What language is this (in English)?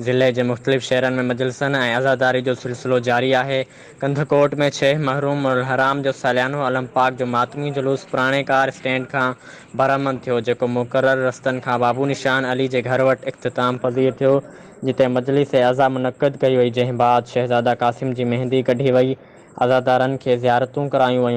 Sindhi